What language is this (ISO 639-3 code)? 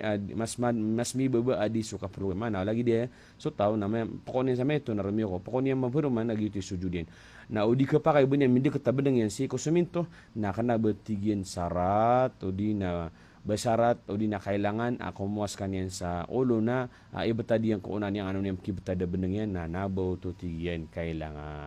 mrw